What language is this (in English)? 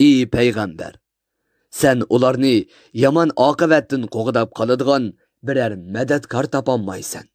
Uyghur